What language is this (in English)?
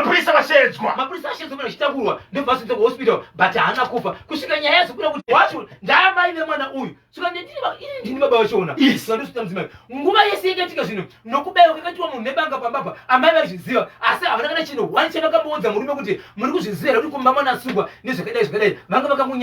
Shona